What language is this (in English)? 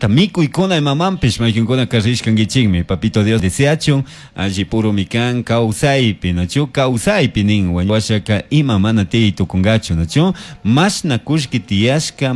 Chimborazo Highland Quichua